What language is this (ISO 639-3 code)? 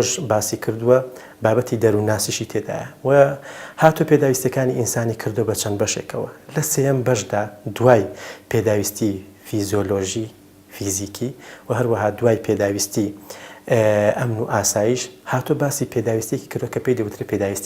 ckb